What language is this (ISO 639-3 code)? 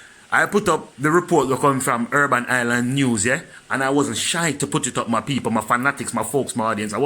jam